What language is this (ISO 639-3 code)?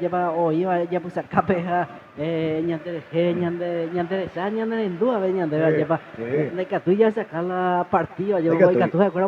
grn